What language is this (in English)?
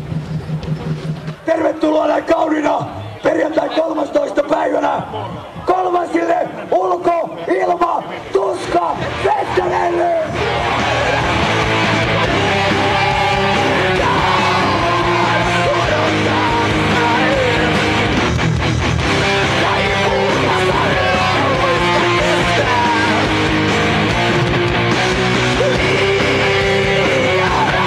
Finnish